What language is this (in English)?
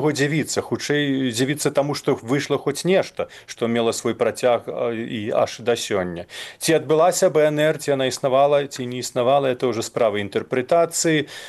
Belarusian